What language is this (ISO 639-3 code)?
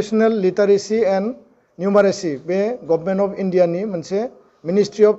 brx